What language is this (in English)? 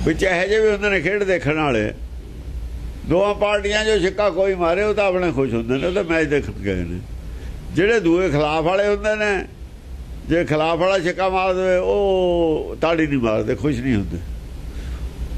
Punjabi